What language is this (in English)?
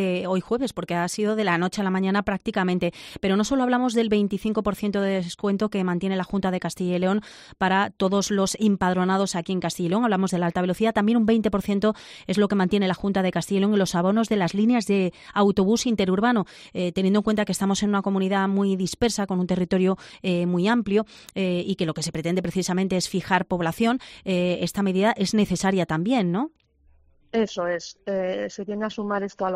Spanish